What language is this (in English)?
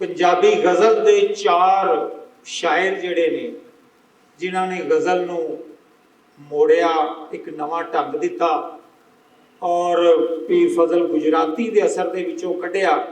Western Panjabi